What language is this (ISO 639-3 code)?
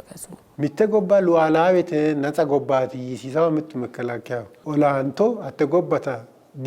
sid